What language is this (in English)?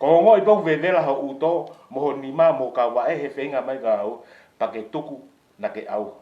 Tongan